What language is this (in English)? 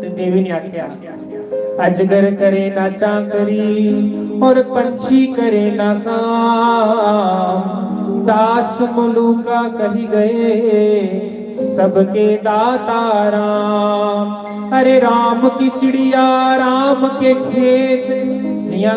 Dogri